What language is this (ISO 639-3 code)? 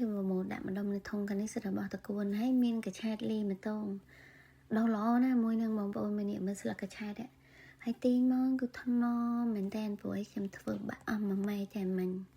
khm